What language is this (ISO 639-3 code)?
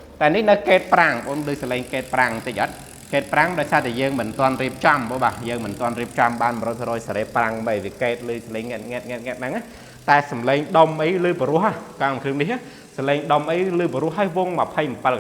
khm